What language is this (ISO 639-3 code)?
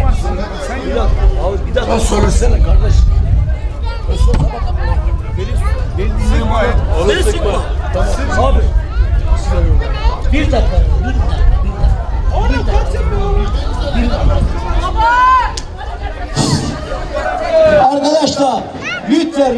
tur